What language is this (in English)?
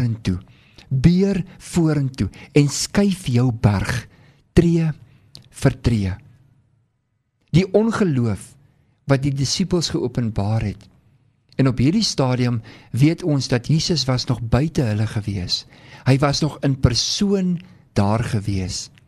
Afrikaans